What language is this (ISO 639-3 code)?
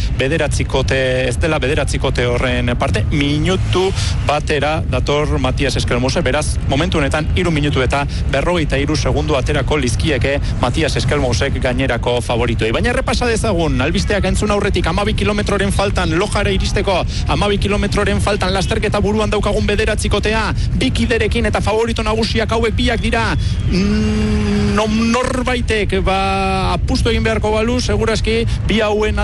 eus